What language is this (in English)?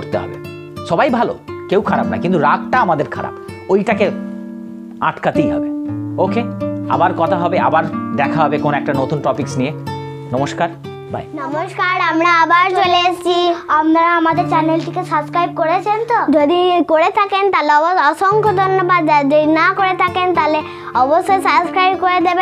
Bangla